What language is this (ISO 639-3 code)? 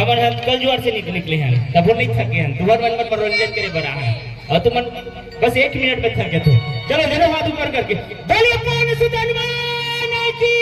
hne